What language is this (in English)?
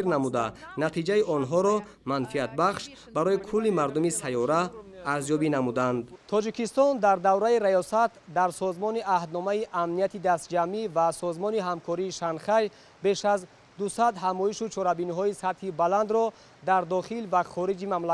Tajik